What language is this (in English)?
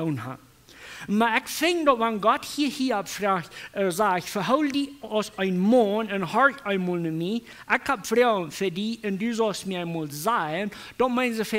Plautdietsch